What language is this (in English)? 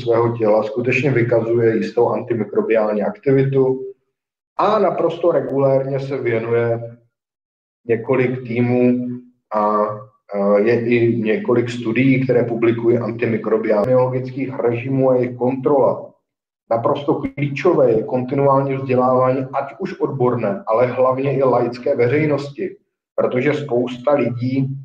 Czech